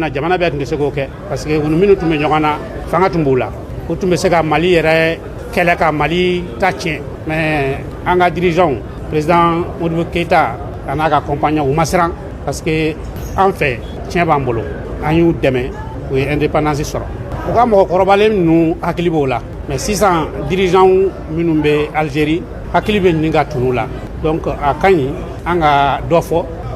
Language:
Bambara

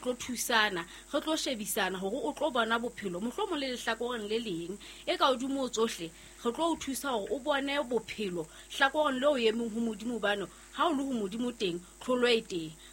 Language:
Southern Sotho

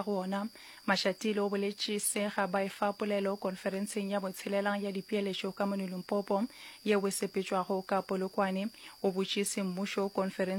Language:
Northern Sotho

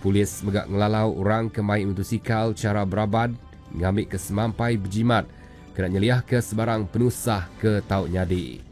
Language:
Iban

